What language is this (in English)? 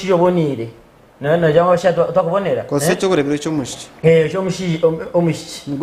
Nyankole